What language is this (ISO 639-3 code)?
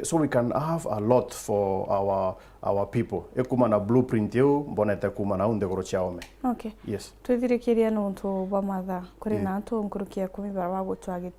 mer